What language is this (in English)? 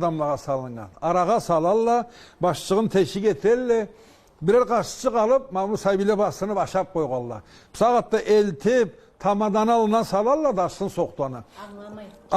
Karachay-Balkar